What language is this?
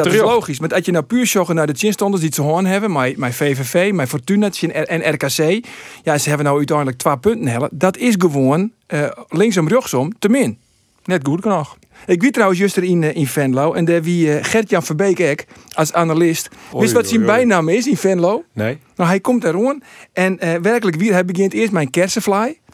Western Frisian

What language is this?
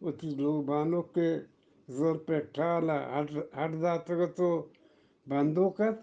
Eastern Balochi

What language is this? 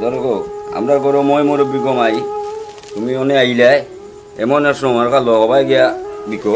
Sylheti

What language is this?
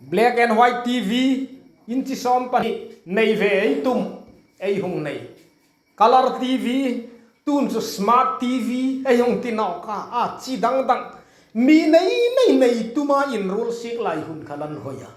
Hmar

